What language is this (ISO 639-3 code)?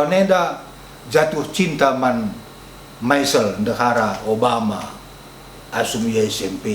btx